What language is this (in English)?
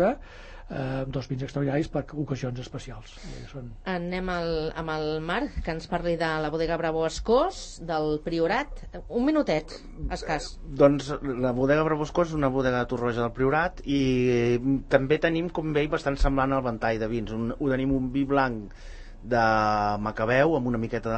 Catalan